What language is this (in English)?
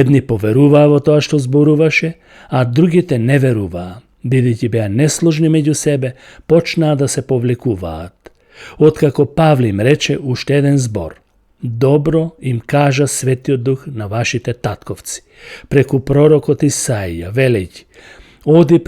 Macedonian